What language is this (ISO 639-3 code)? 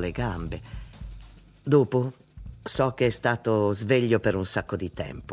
ita